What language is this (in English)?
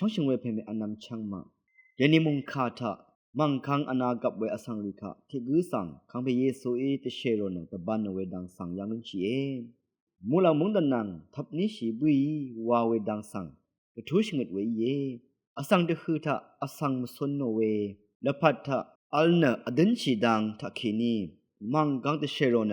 Rawang